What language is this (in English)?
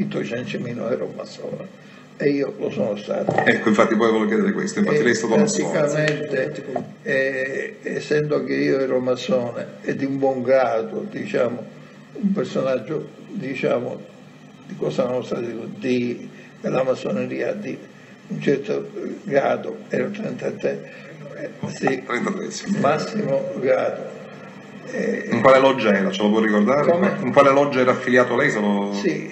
Italian